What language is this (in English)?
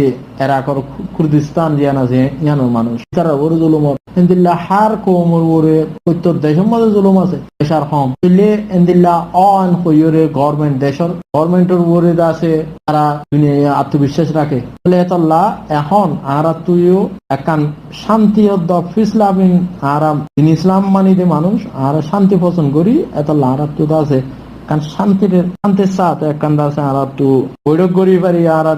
Rohingya